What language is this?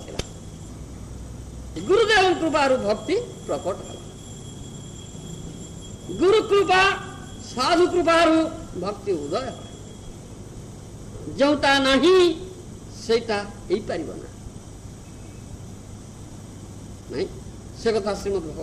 Odia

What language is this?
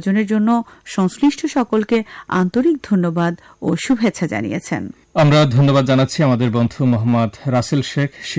Bangla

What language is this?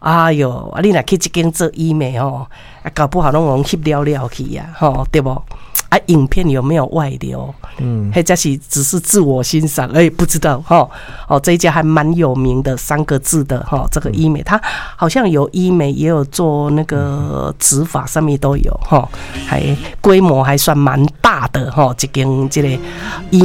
Min Nan Chinese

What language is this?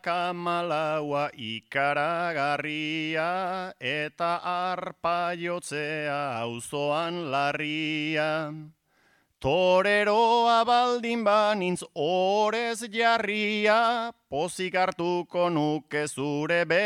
Basque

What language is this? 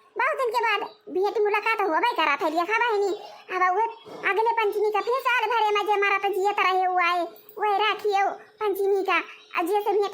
Awadhi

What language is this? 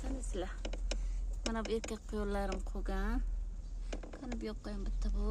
Uzbek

